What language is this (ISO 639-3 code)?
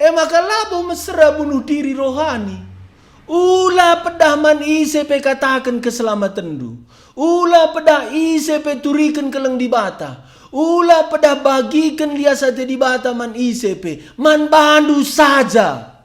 btx